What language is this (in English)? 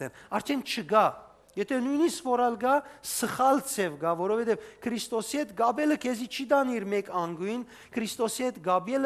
Western Armenian